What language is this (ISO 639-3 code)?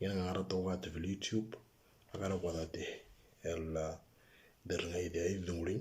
mor